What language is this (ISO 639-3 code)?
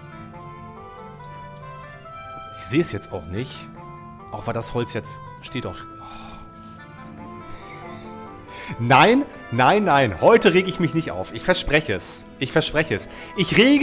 deu